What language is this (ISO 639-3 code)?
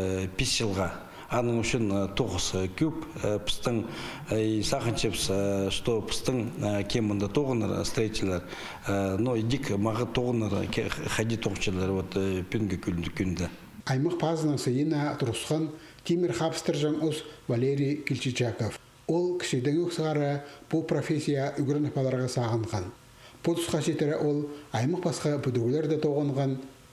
kjh